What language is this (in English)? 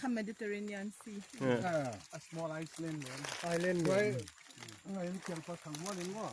Paite Chin